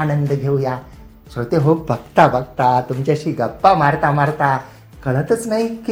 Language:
Marathi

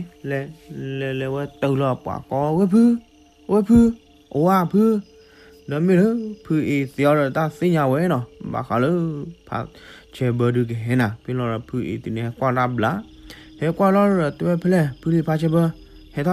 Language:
S'gaw Karen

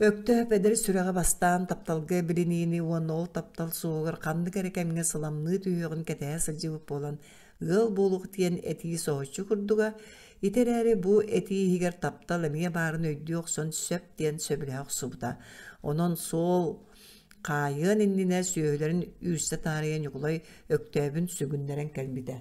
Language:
Yakut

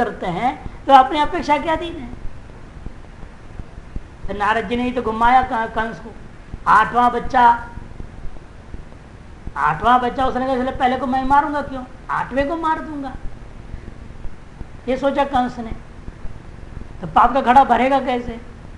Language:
Hindi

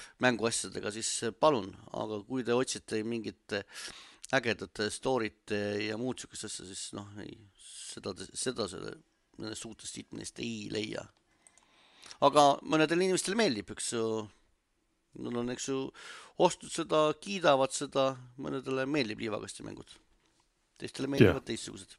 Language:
Estonian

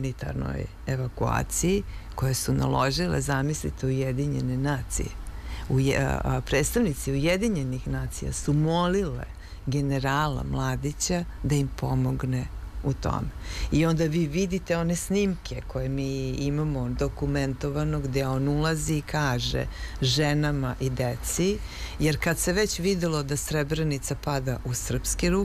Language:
Serbian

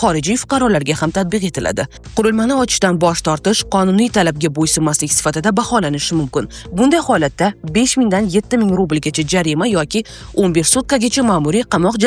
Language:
Uzbek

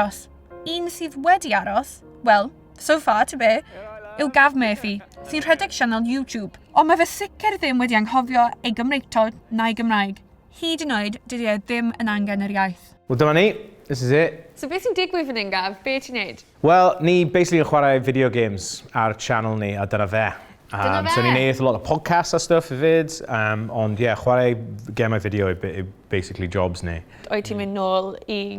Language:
Welsh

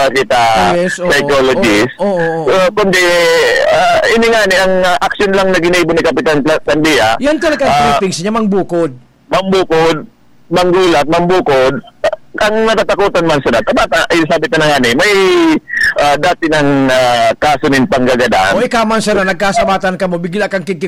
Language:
Bikol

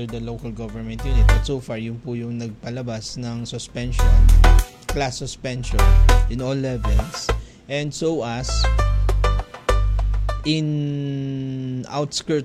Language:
Filipino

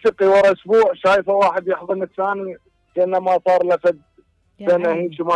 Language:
Mesopotamian Arabic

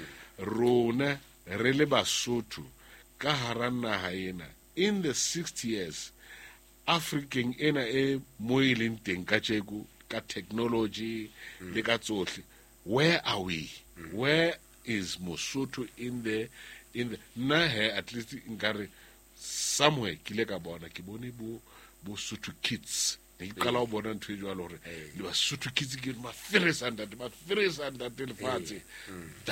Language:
Southern Sotho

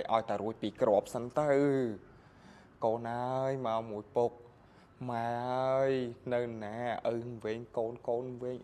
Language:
Khmer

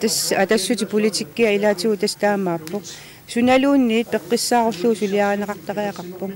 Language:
Kalaallisut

